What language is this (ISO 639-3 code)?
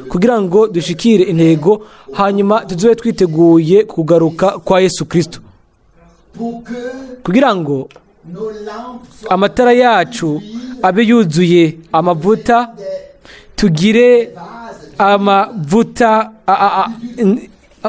run